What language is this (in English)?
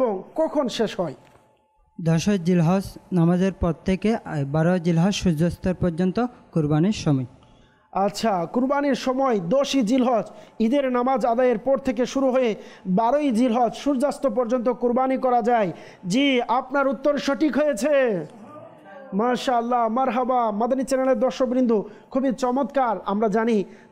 Bangla